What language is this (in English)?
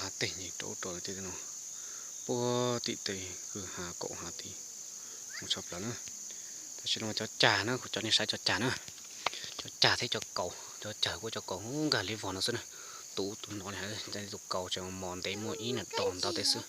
Hmong